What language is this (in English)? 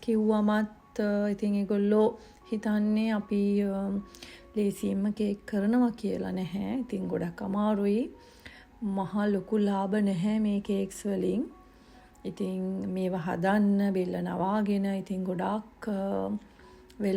Sinhala